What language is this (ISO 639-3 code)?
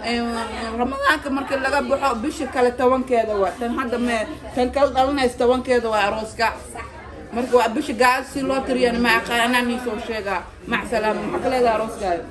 som